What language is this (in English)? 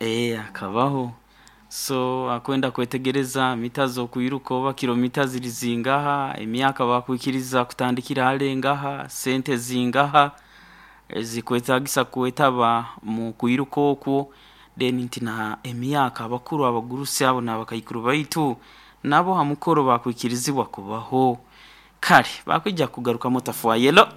Nyoro